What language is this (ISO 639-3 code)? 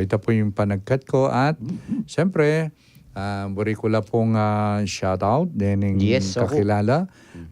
pam